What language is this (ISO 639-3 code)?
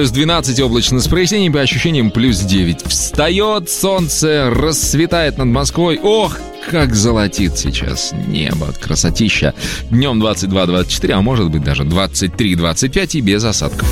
rus